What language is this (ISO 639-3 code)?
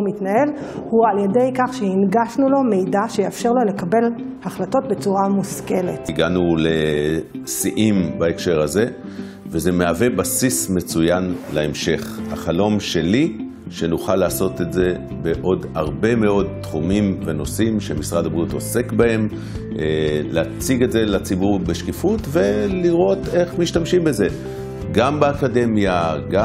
heb